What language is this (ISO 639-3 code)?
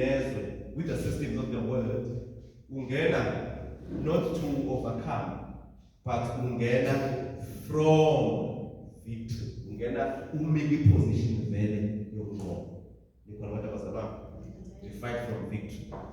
zul